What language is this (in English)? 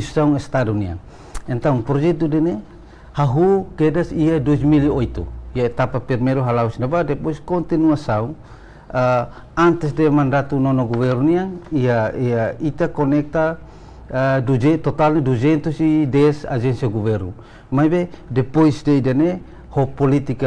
Tetum